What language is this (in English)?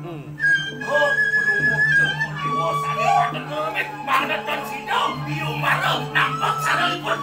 Balinese